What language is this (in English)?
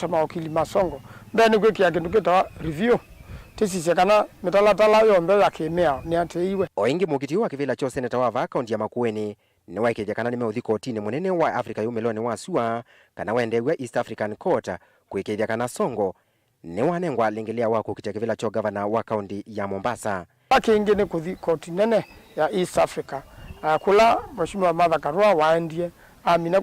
Kamba